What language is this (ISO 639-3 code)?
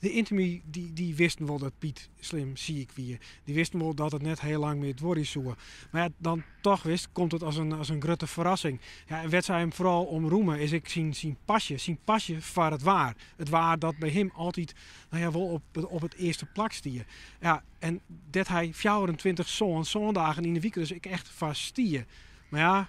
fry